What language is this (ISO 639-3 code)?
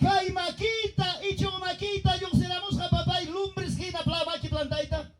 quy